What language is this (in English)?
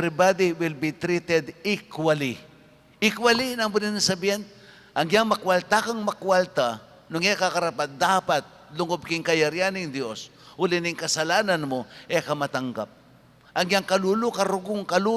Pampanga